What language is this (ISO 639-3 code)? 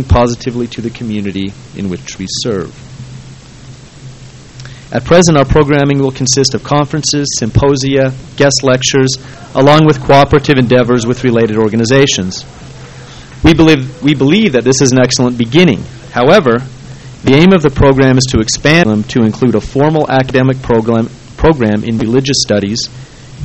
eng